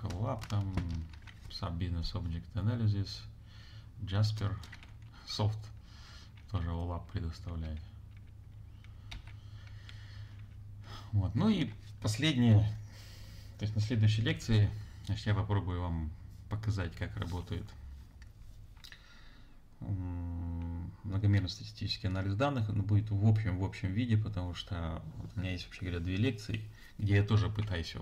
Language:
Russian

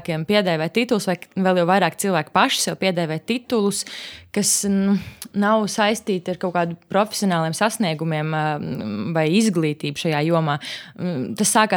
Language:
Latvian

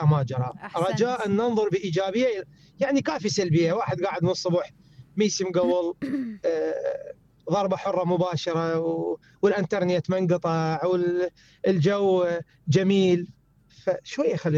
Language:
Mesopotamian Arabic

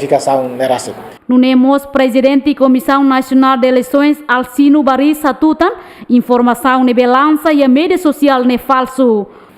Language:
Tetum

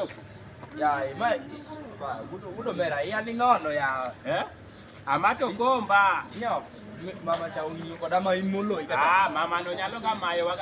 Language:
Luo (Kenya and Tanzania)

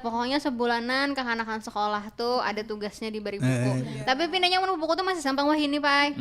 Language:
Banjar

